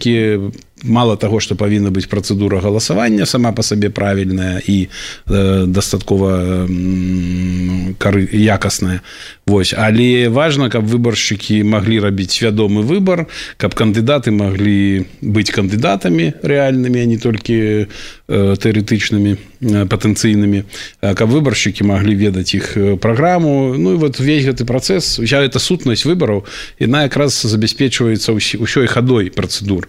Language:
Belarusian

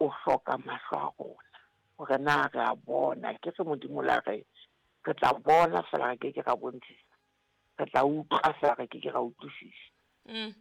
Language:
Southern Sotho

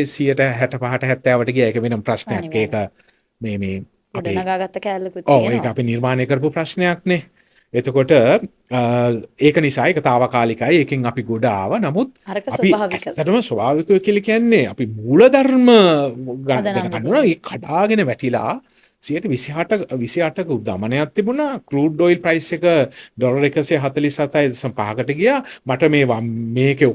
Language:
Sinhala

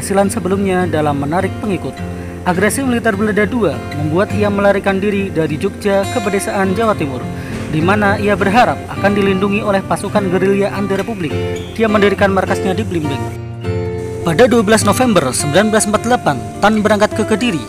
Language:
Indonesian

